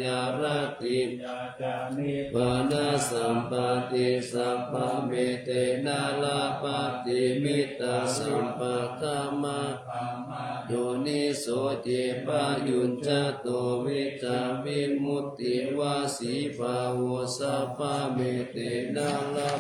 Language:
Pali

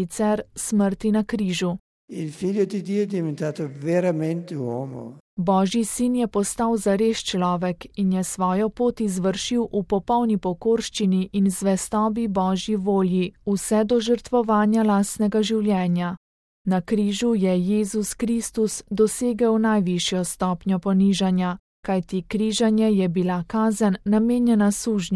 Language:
Slovenian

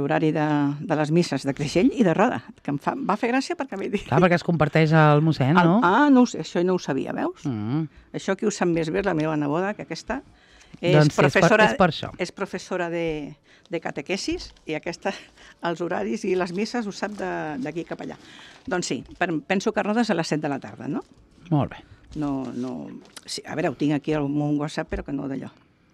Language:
Catalan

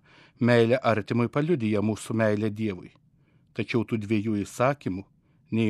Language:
Lithuanian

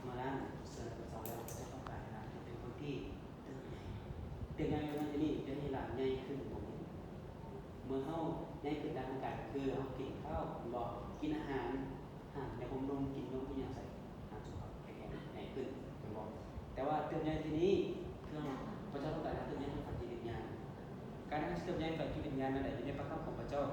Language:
Lao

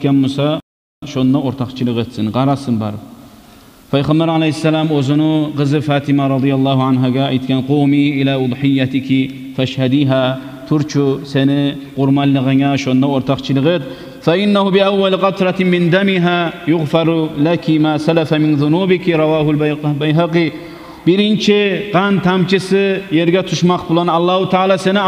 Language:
Kumyk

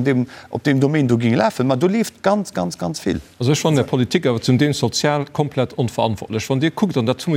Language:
Luxembourgish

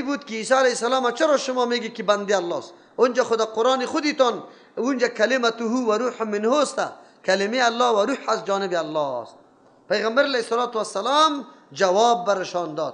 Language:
Persian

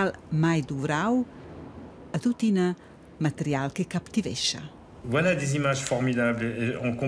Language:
Romansh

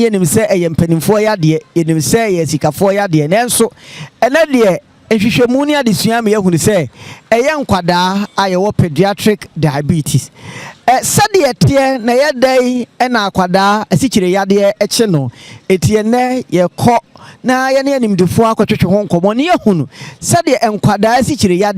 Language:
Akan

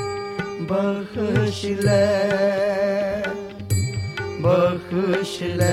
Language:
Punjabi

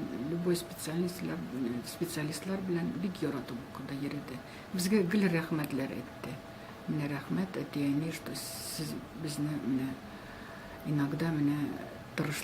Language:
Tatar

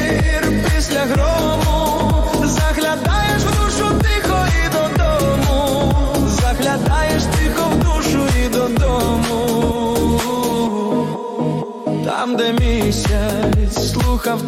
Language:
Ukrainian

